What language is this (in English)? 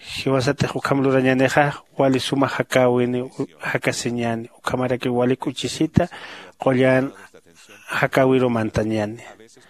Aymara